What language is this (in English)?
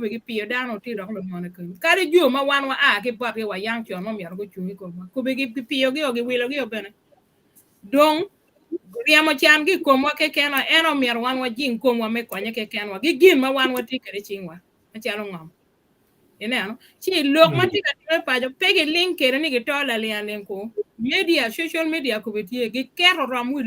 Acoli